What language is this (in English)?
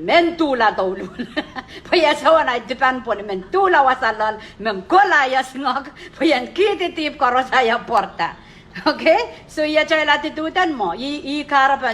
Pohnpeian